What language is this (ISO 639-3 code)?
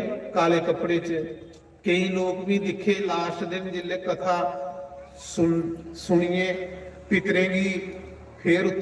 doi